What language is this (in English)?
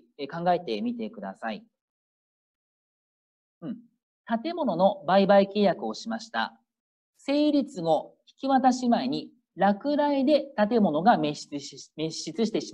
Japanese